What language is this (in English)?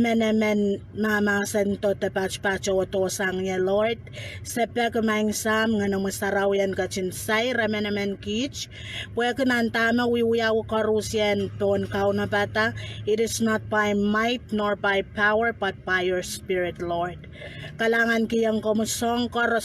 Pohnpeian